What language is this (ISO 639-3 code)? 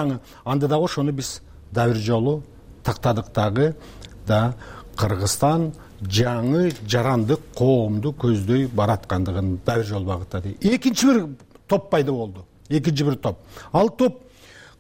kir